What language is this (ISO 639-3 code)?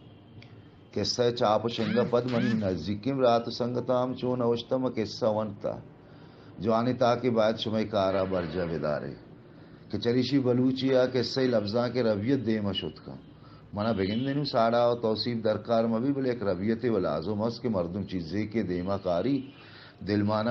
bal